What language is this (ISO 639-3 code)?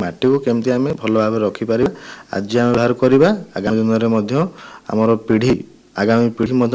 ori